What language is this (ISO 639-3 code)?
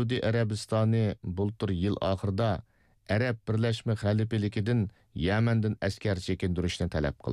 uig